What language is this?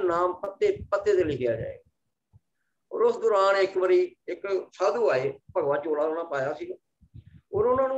Punjabi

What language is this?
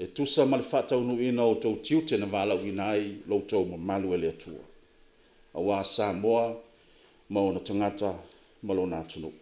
Samoan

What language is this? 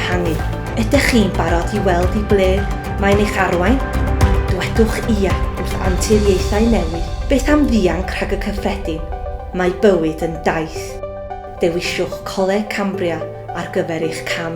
Welsh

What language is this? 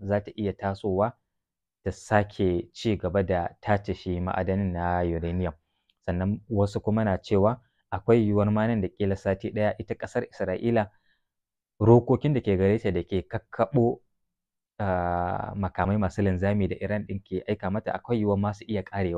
Hausa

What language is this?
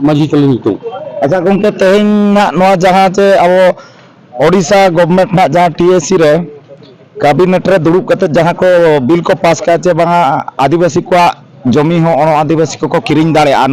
Santali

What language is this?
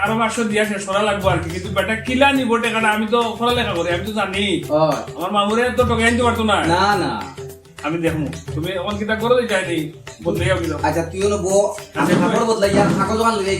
Sylheti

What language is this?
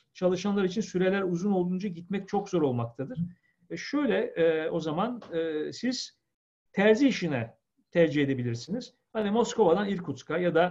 Turkish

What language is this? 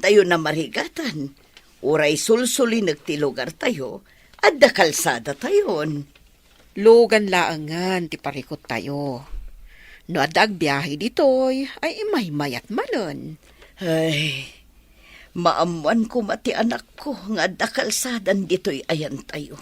Iloko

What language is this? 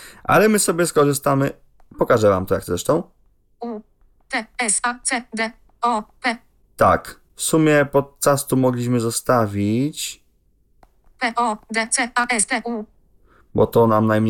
Polish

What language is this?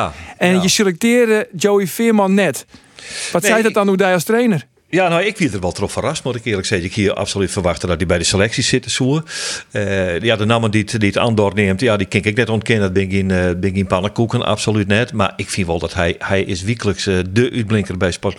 Western Frisian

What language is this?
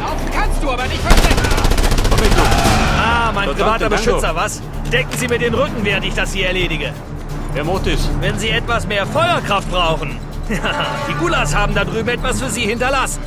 Bavarian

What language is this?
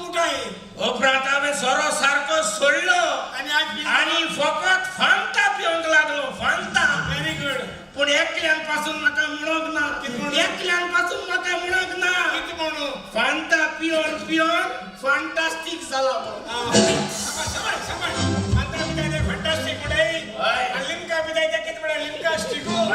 Konkani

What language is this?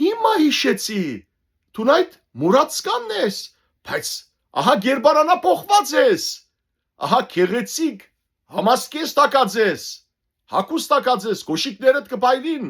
Western Armenian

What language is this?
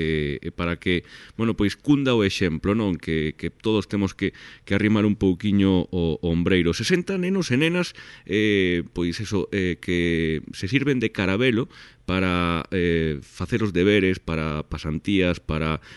Galician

